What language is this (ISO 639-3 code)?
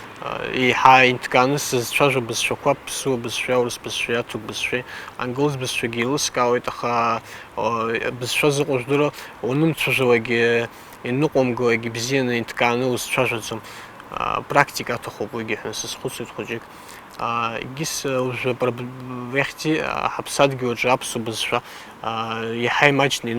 abk